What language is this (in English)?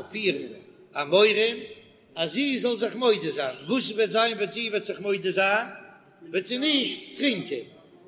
Yiddish